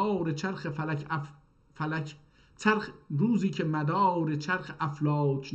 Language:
South Azerbaijani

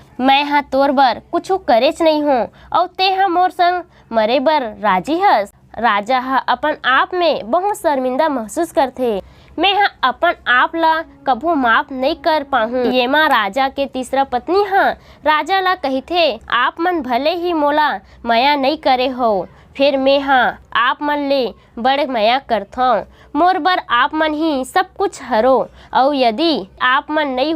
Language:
Chhattisgarhi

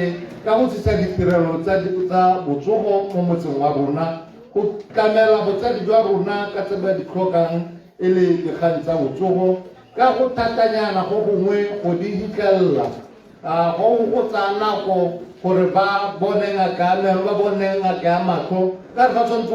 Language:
Tswana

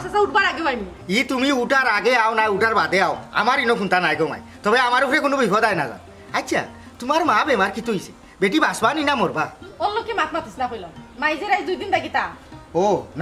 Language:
Sylheti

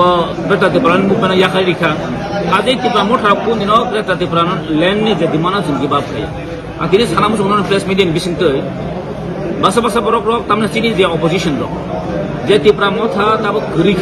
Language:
Kok Borok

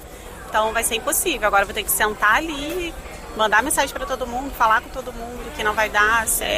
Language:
Portuguese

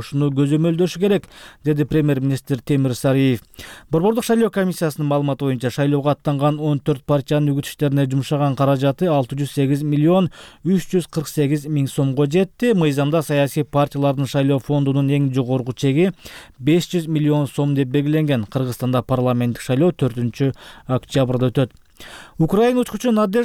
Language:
Kyrgyz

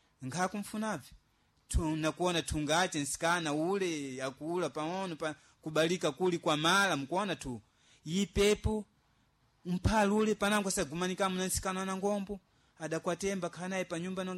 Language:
Sena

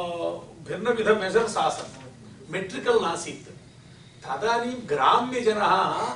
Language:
Sanskrit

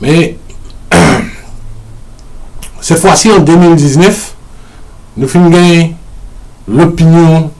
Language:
Morisyen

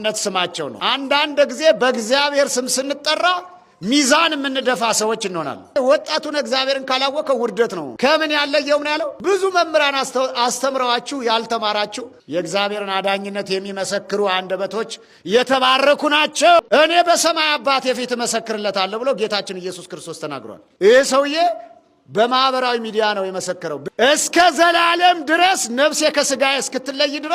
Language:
Amharic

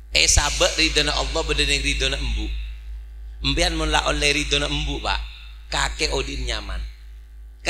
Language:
Madurese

